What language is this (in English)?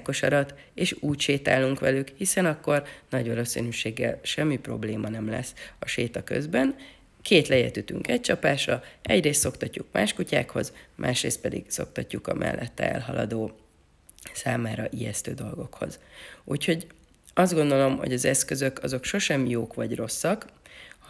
Hungarian